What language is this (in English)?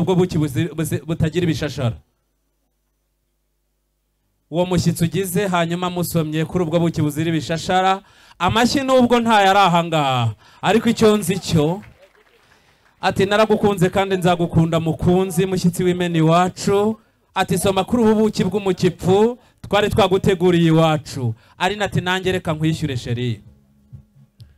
Kinyarwanda